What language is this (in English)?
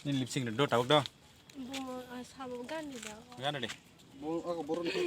Kok Borok